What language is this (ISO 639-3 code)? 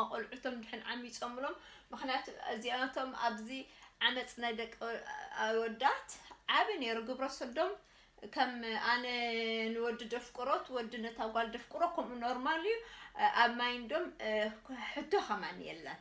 tir